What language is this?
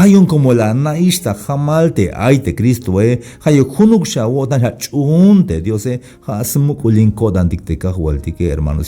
Tzeltal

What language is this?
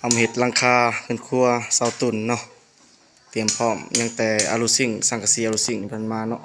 Lao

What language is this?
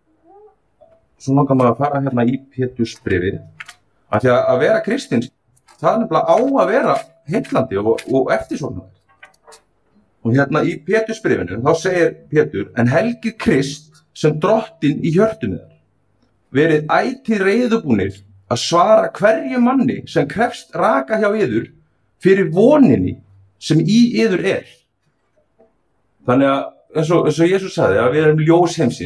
Icelandic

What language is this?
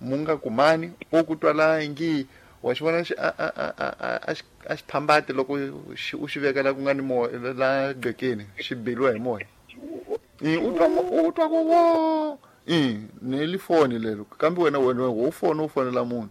Tsonga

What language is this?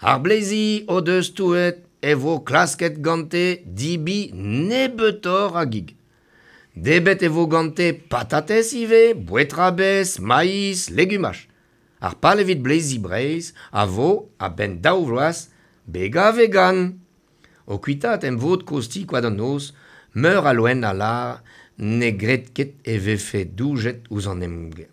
Breton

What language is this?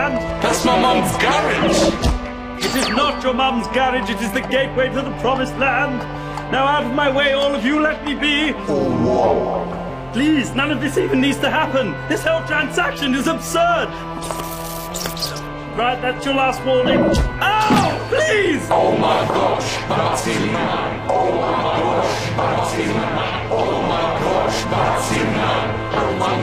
English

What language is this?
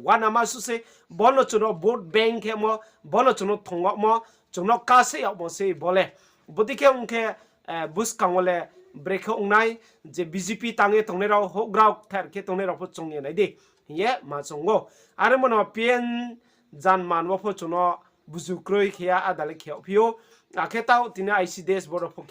Riang (India)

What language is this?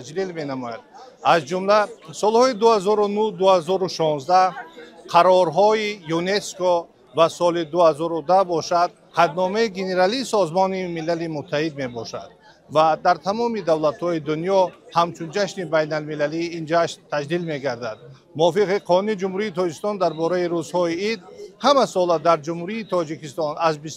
Tajik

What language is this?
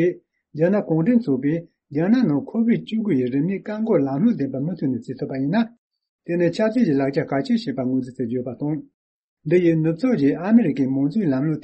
Tibetan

